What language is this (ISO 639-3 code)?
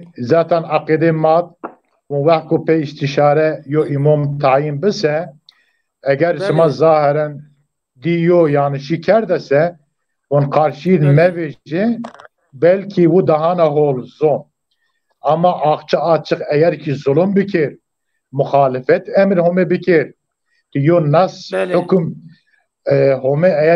zza